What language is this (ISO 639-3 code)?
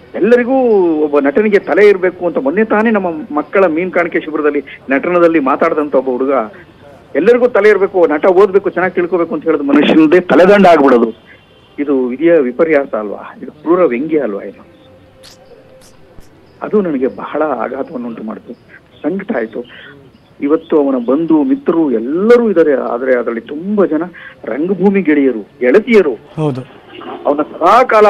kan